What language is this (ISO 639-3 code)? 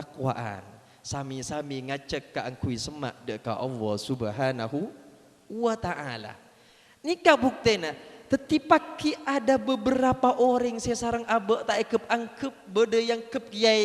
mad